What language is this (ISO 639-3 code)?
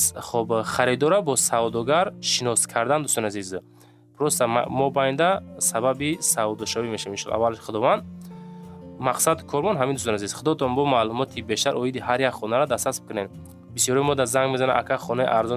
tgk